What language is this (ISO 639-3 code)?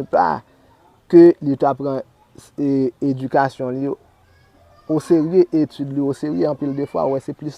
hat